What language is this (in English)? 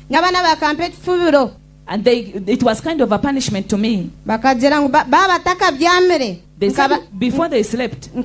Nyankole